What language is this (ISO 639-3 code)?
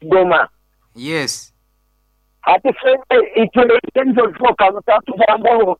nyn